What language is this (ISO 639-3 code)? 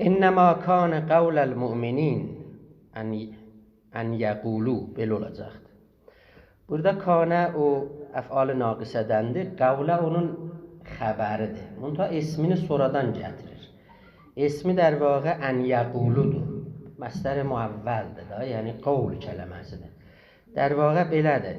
azb